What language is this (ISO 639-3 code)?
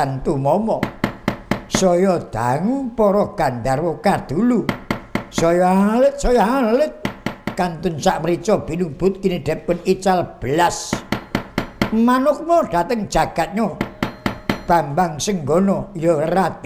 jav